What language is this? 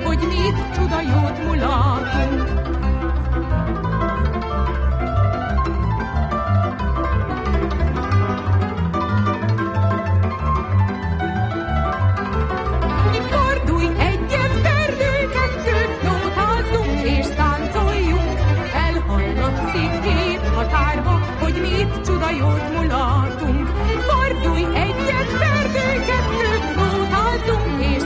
Hungarian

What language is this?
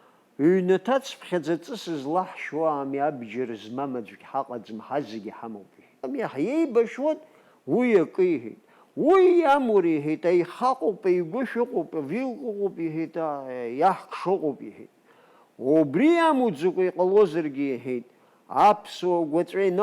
Abkhazian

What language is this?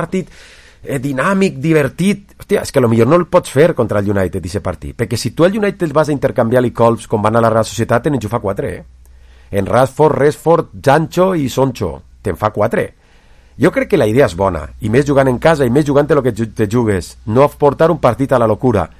Catalan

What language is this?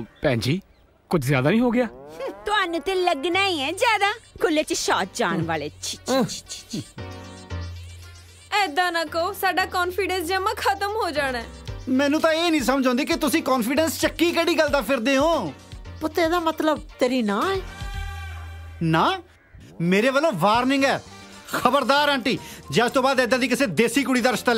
Punjabi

